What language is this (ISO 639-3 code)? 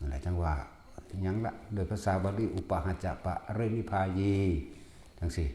tts